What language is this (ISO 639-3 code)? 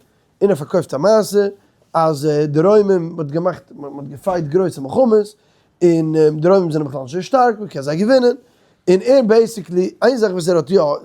yid